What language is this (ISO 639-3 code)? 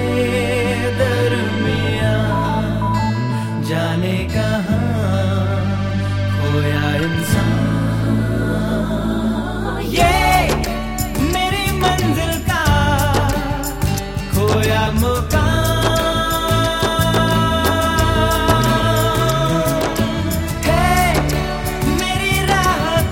hin